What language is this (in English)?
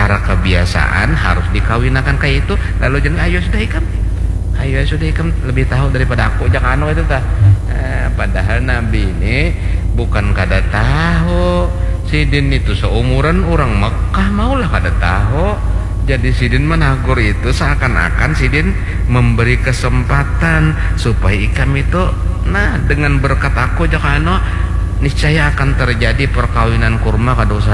Banjar